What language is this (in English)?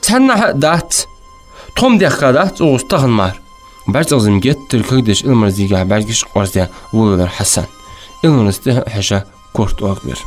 Ingush